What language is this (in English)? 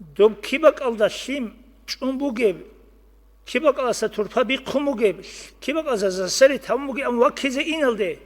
Avaric